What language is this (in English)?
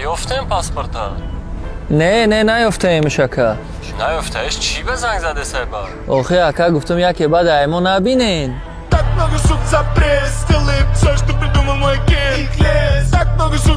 Tajik